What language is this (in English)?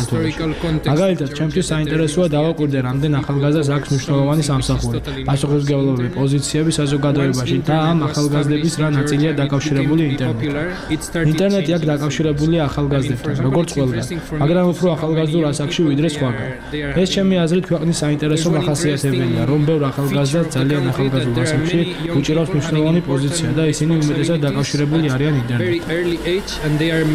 Georgian